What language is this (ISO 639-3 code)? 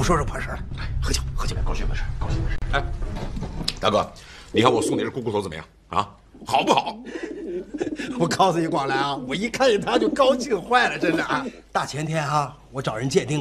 zho